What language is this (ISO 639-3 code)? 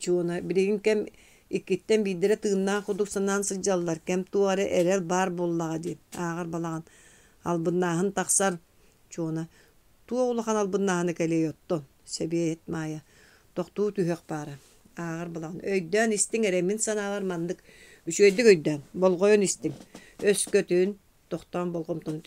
sah